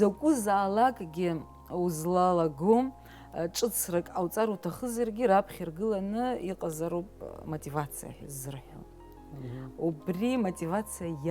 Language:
Abkhazian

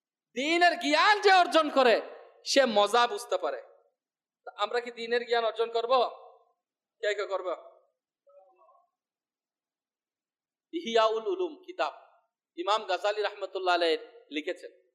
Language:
Bangla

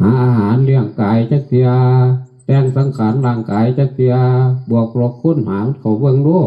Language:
Northeastern Thai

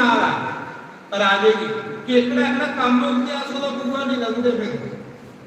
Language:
Dogri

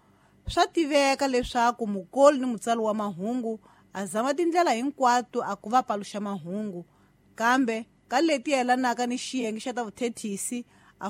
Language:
Tsonga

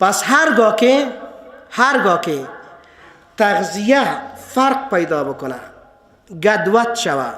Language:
Persian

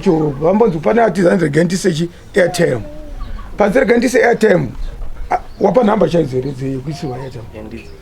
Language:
Shona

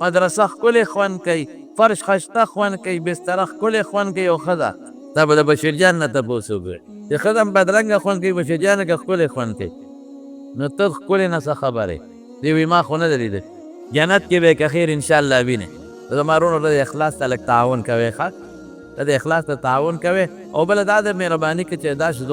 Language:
Pashto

